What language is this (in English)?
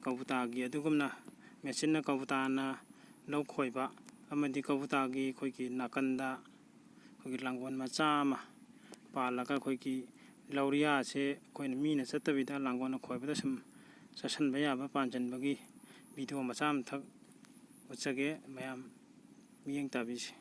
Manipuri